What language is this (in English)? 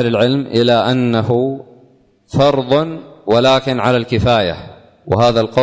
Arabic